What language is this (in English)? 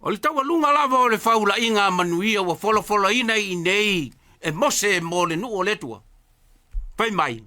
Samoan